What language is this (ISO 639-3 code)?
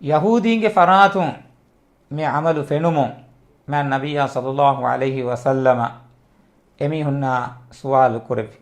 div